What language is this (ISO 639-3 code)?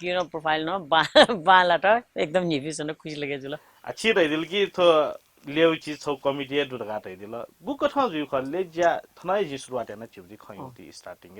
new